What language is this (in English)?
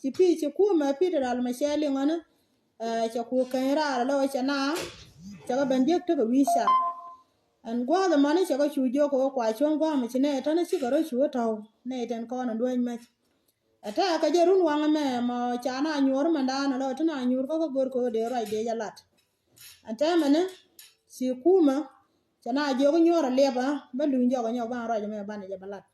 Nuer